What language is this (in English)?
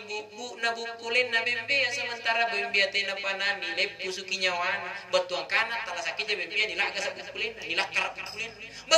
Makasar